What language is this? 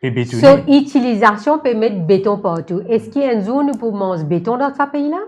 Morisyen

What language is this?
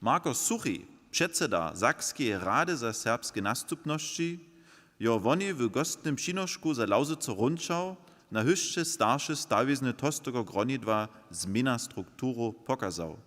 Upper Sorbian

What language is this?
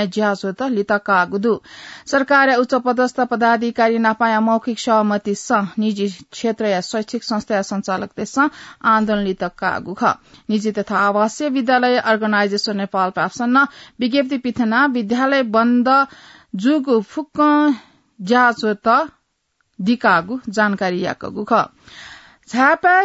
Newari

